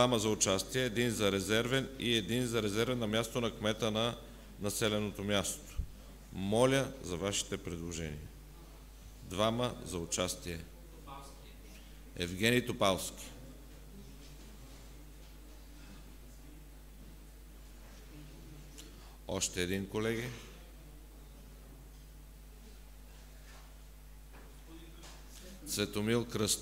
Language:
Bulgarian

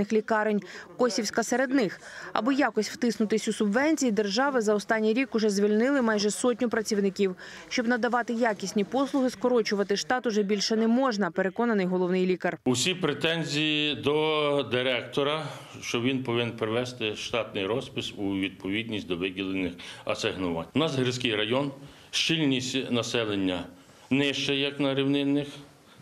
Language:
Ukrainian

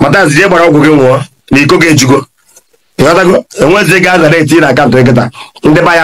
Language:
Igbo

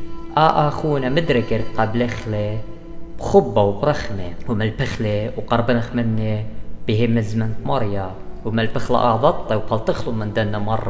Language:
Assyrian Neo-Aramaic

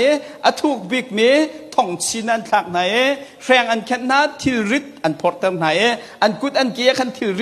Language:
Hakha Chin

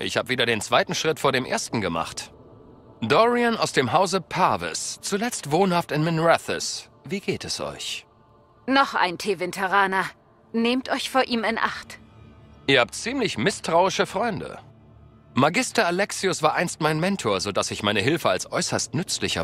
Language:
German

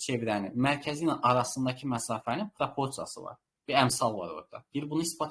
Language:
Azerbaijani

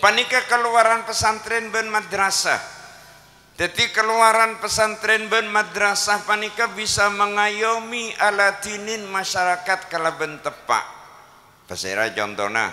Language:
Madurese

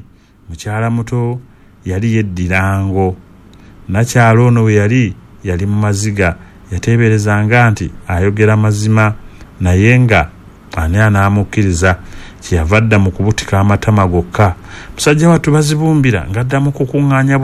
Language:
Ganda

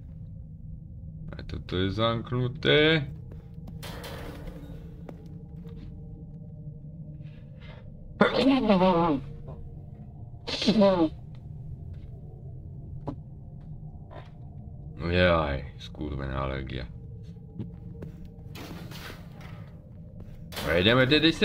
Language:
Slovak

